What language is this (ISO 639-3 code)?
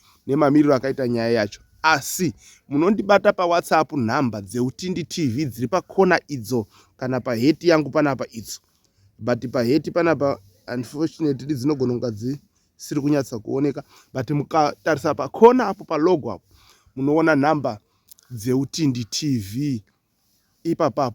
sna